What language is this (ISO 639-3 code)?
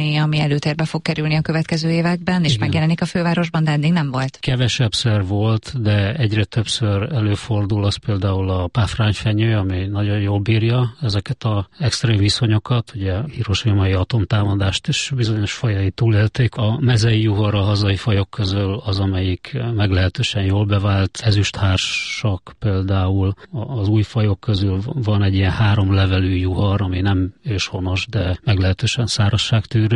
hun